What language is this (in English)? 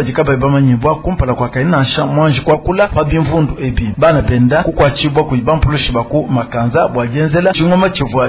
Luba-Lulua